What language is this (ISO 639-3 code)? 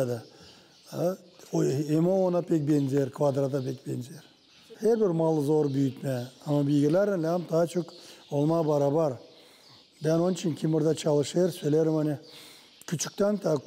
gag